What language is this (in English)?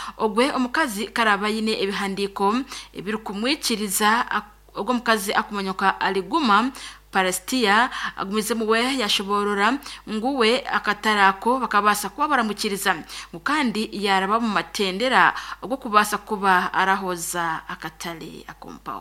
Nyankole